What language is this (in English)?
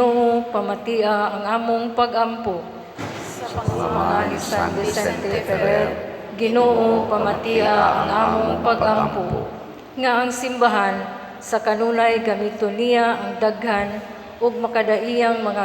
Cebuano